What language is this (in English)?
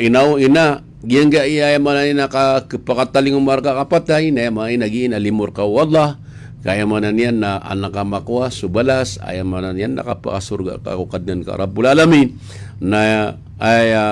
Maranao